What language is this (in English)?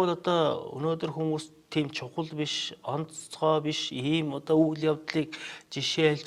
Mongolian